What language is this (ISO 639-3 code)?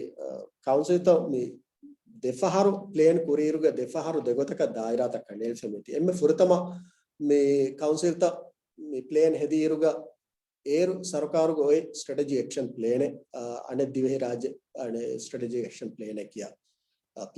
div